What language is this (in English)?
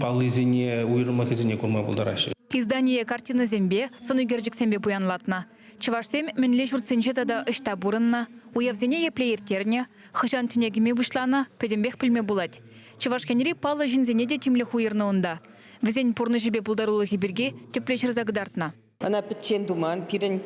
Chuvash